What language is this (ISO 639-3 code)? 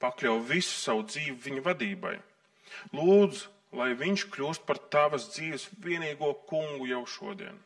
lav